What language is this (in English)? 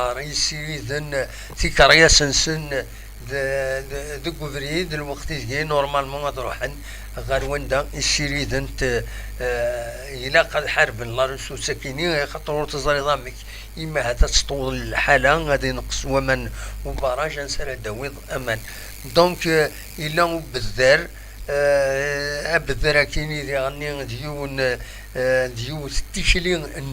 Kabyle